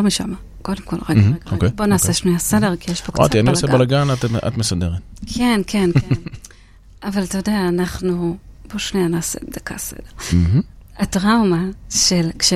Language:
Hebrew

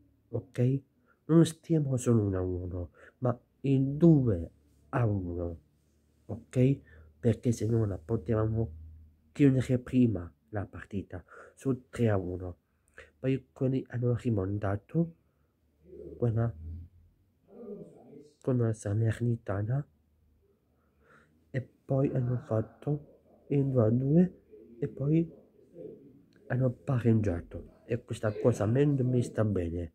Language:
Italian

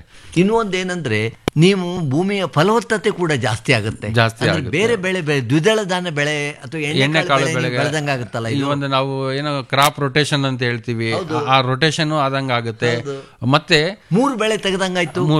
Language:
Kannada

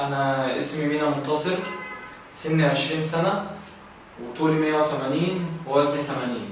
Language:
Egyptian Arabic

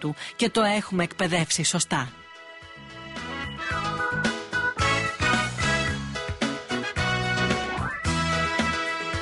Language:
Greek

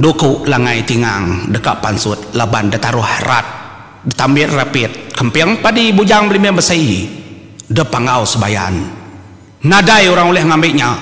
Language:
Iban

